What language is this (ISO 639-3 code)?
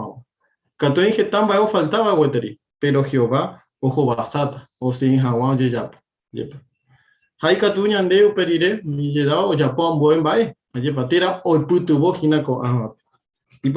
grn